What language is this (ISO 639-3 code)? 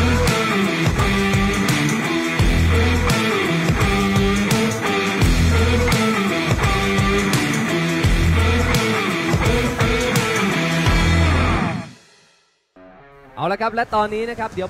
tha